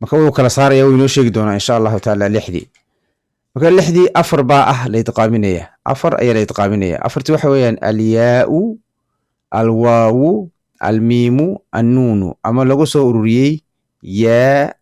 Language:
Somali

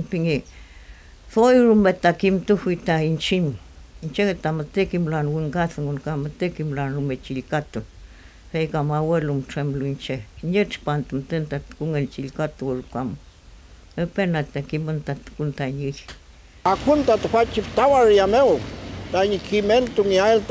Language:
Mapuche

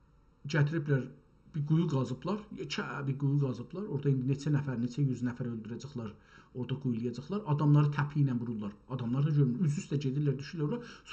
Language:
South Azerbaijani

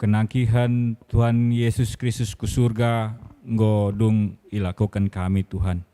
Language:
Batak Karo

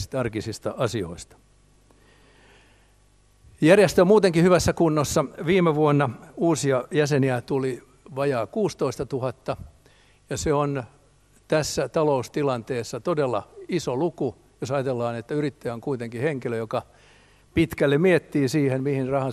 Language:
Finnish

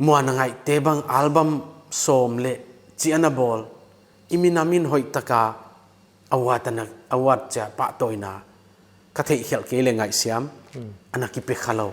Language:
Paite Chin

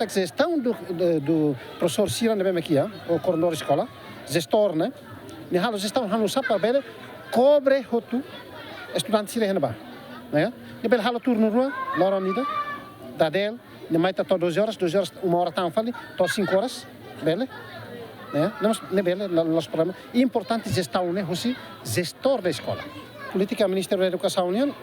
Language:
Tetum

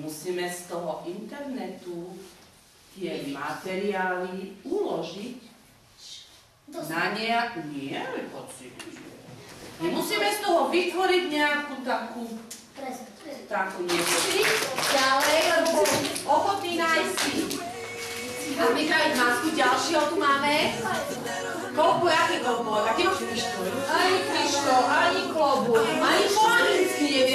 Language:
Slovak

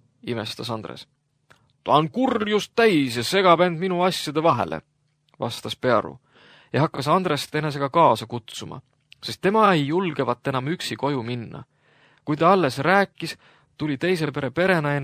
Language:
Estonian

